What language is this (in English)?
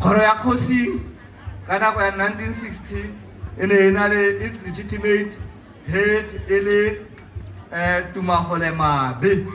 Tswana